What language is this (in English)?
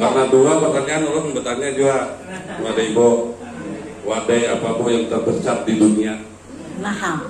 Banjar